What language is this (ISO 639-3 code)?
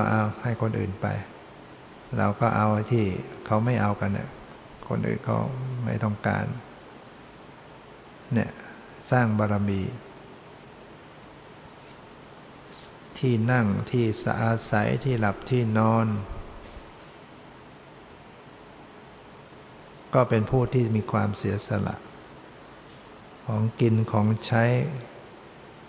tha